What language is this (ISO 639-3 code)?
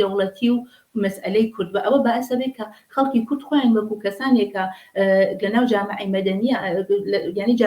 ckb